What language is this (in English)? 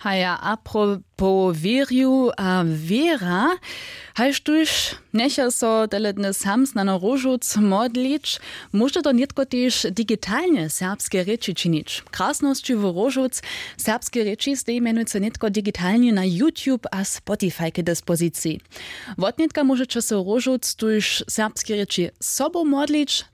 Upper Sorbian